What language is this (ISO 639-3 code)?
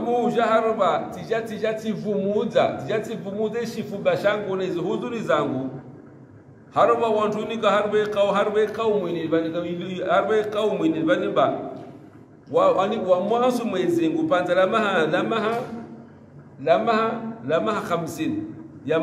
swa